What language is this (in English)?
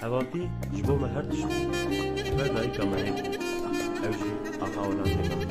Kurdish